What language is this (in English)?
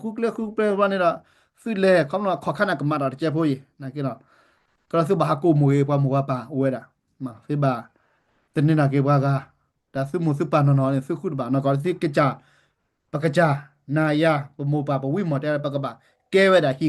S'gaw Karen